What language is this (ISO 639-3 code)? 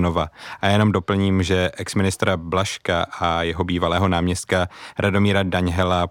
ces